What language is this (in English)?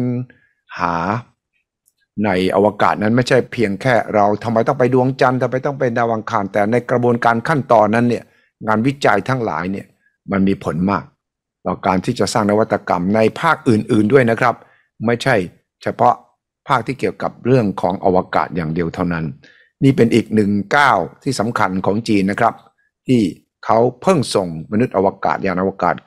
Thai